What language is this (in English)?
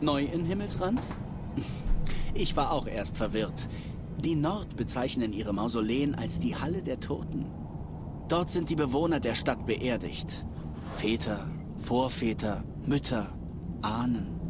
Swiss German